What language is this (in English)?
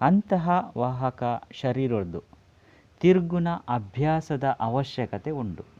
Tulu